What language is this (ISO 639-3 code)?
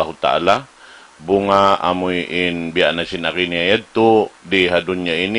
tsg